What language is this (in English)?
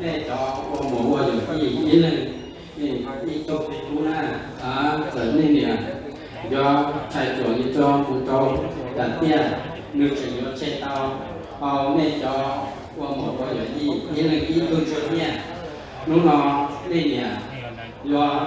Hmong